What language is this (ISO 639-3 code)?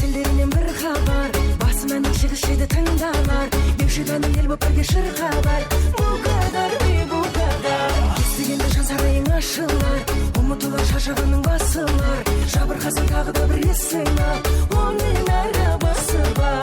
kaa